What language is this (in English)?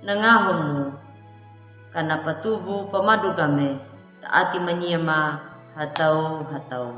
Anakalangu